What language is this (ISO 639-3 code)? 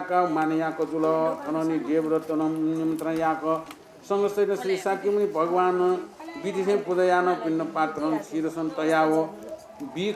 new